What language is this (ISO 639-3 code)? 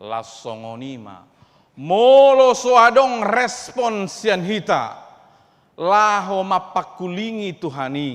bbc